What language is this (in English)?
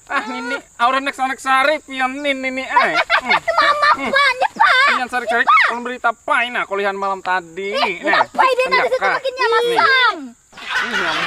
Banjar